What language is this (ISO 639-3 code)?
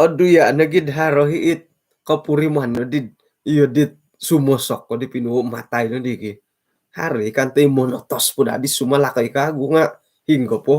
dtp